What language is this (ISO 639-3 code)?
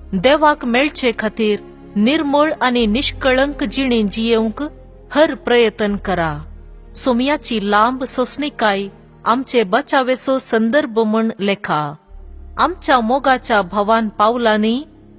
kok